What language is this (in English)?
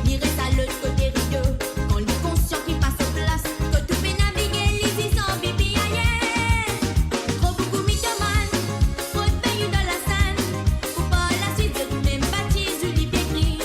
Morisyen